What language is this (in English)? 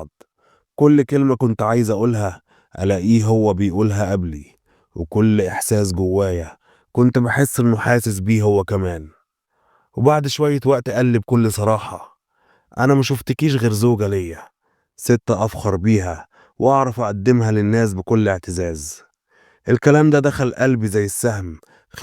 Egyptian Arabic